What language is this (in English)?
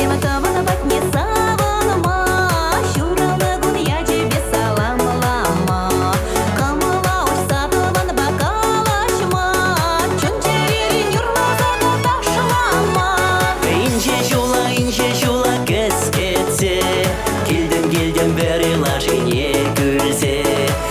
Chuvash